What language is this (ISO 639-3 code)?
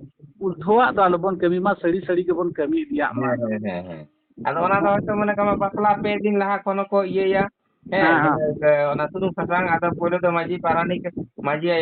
sat